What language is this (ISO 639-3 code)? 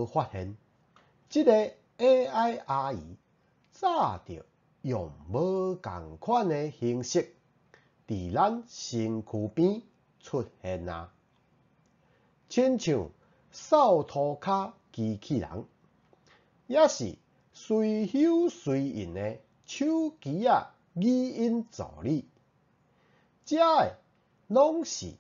nan